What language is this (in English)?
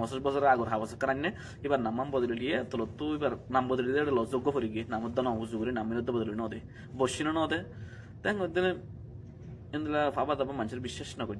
Rohingya